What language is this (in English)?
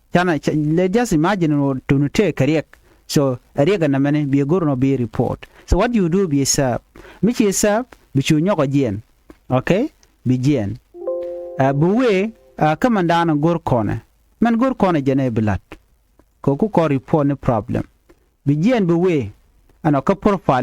Nuer